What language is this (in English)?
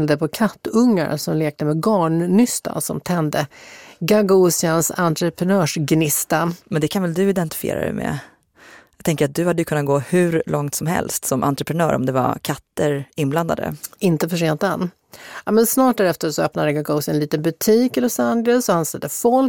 Swedish